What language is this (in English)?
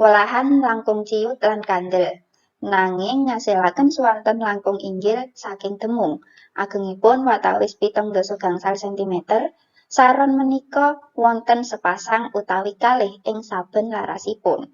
Javanese